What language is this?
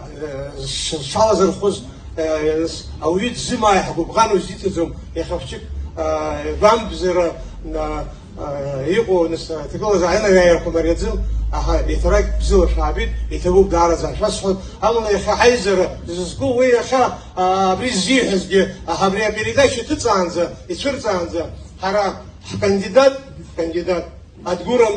Abkhazian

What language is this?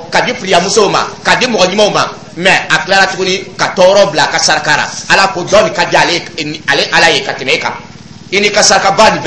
Dyula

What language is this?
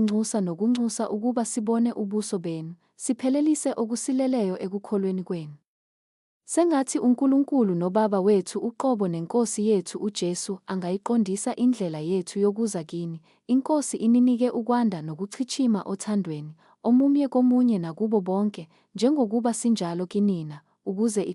Zulu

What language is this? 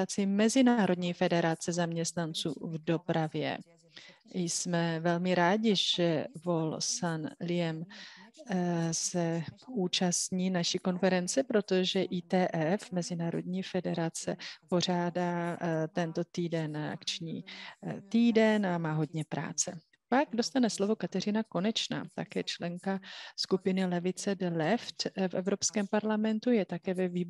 Czech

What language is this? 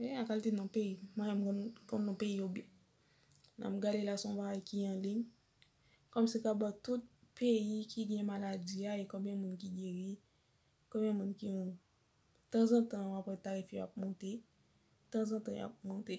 Haitian Creole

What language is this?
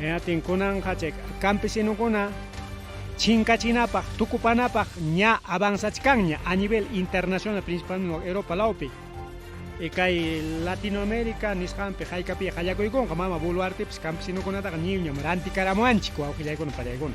Ayacucho Quechua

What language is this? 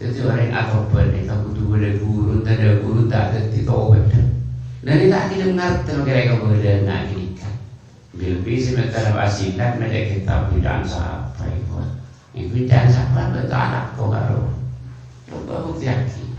Madurese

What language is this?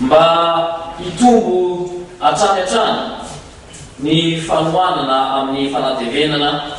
Malagasy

